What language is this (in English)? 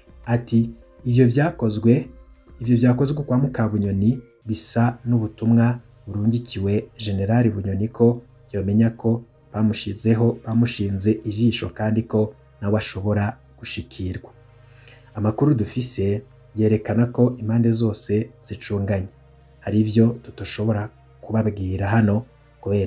Rundi